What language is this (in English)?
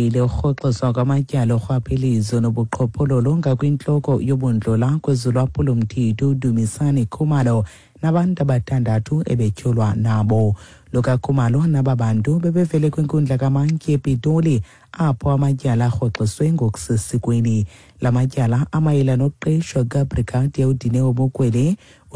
Xhosa